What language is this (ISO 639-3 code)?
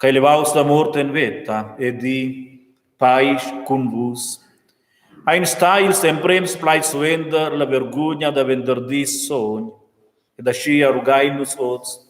roh